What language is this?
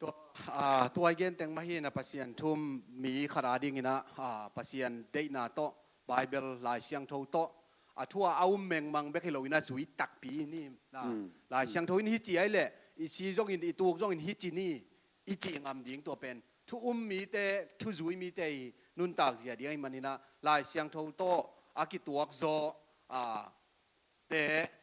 Tedim Chin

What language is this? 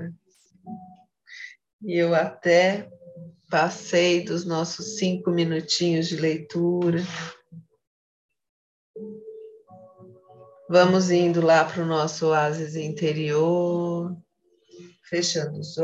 Portuguese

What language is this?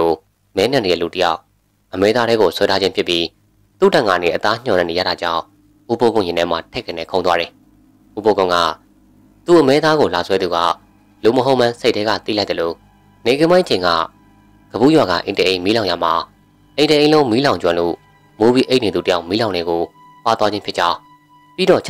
Burmese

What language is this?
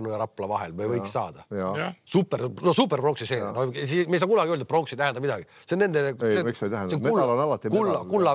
Estonian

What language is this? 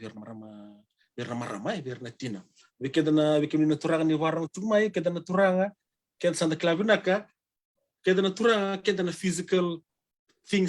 Fijian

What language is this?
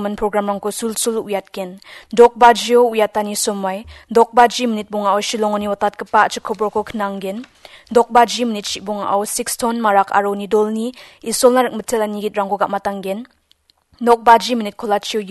Garo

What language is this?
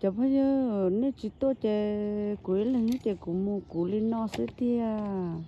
Hmong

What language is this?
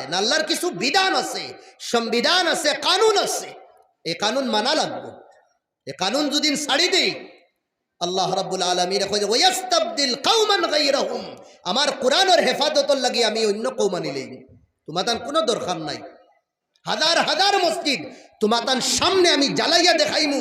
Sylheti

